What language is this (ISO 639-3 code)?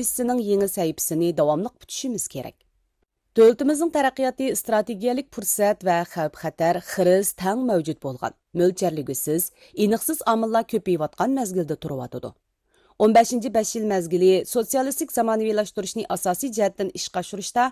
uig